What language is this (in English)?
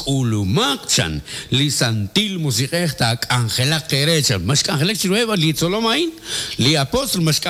Kekchí